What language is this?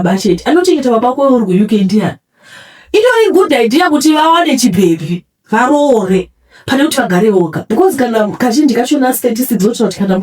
Shona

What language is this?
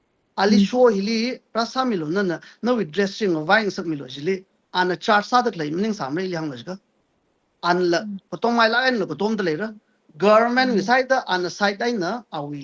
Tangkhul Naga (India)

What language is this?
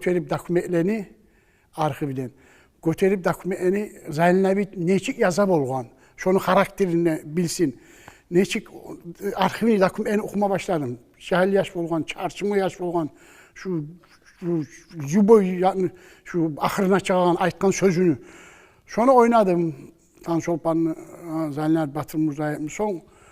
Kumyk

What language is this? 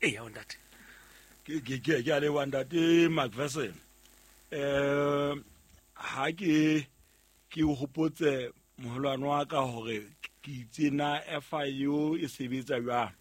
Southern Sotho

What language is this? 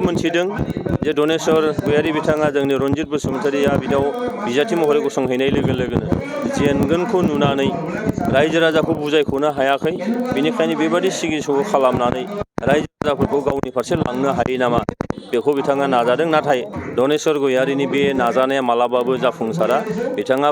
Bodo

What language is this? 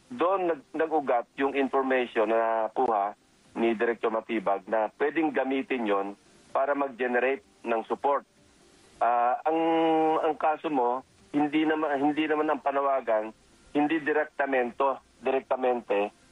Filipino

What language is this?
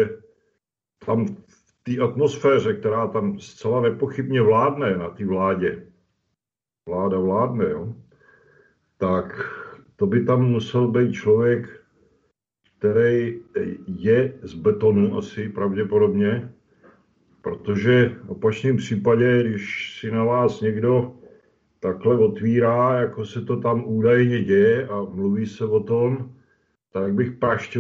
Czech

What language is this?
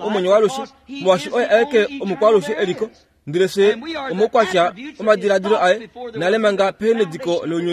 Kuanyama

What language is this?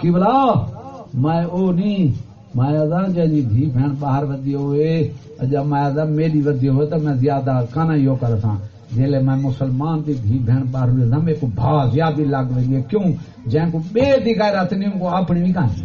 Saraiki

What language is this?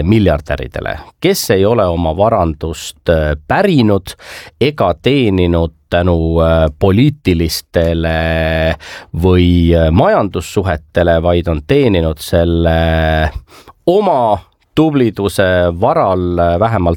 Estonian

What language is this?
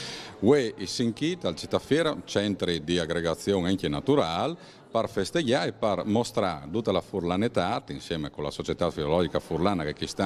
Friulian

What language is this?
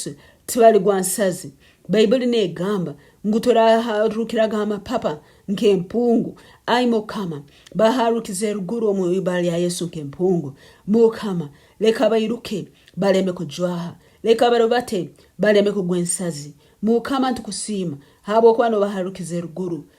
Nyankole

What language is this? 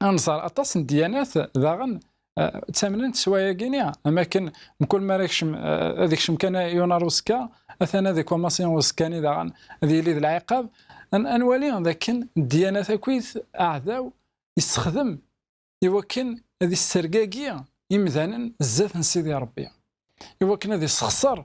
Kabyle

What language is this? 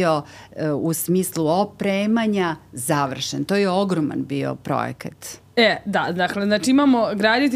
Serbian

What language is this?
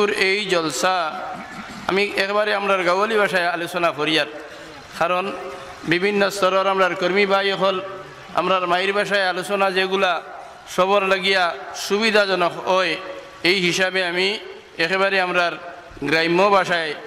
Sylheti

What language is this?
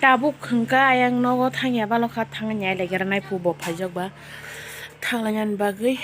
Kok Borok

